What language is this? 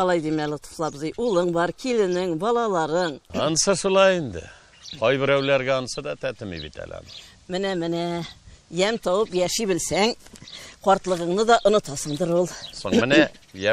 Tatar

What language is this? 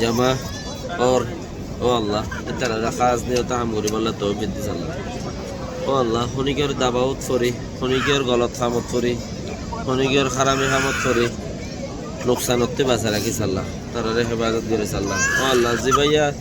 Rohingya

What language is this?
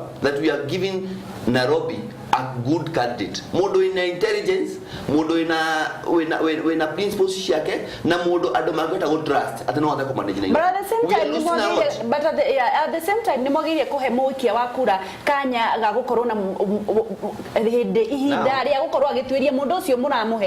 Kikuyu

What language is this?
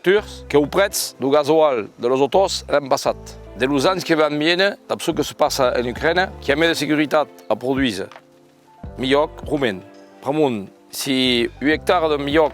Occitan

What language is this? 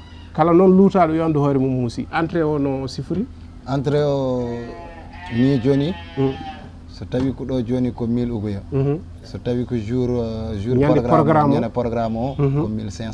Fula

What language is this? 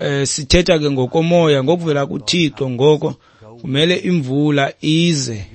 Xhosa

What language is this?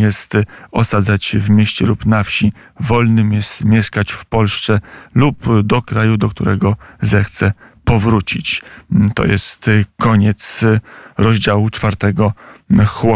Polish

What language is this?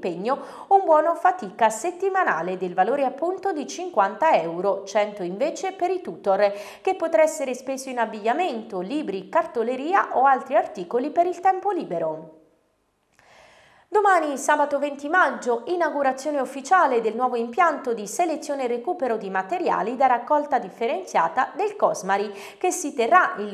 Italian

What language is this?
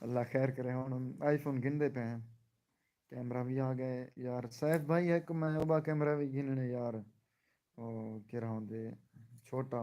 Saraiki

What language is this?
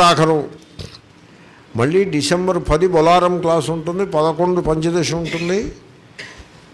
Telugu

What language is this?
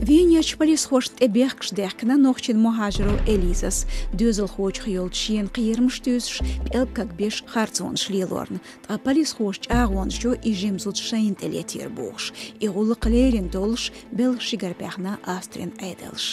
Chechen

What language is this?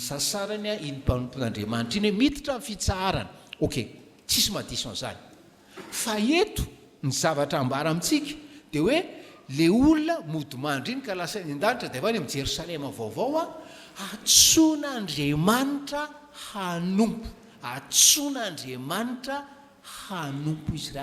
Malagasy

